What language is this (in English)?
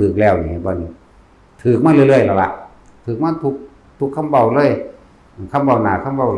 Northeastern Thai